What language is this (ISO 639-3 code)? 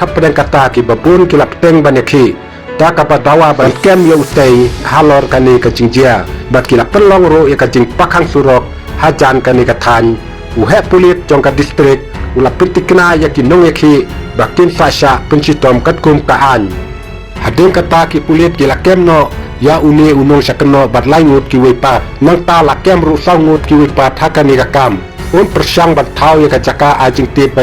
kha